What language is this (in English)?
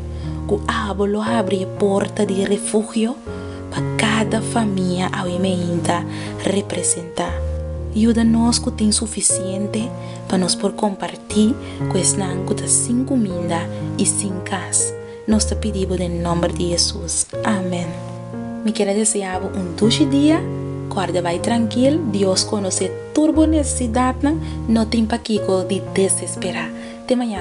Papiamento